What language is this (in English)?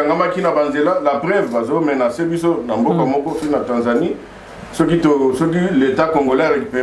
Lingala